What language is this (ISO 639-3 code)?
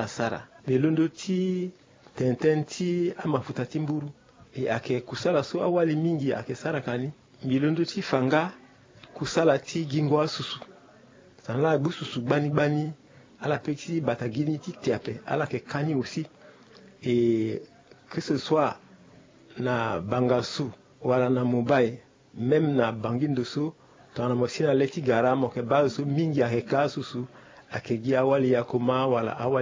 sag